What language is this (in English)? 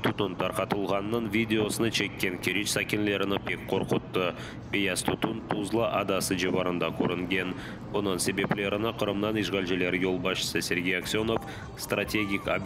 Crimean Tatar